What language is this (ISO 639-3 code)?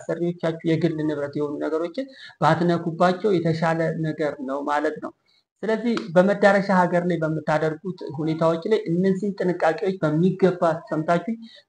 amh